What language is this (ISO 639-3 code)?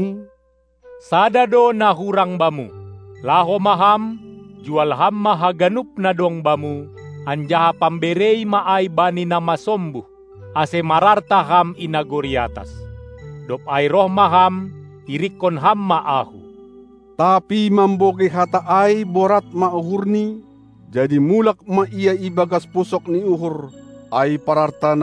bts